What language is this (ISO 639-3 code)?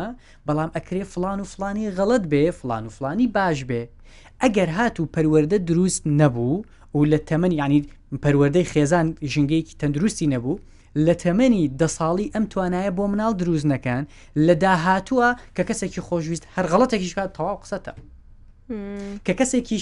ckb